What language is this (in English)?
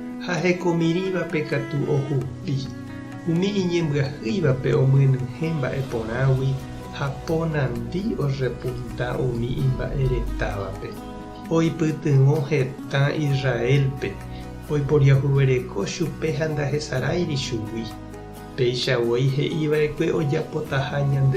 Guarani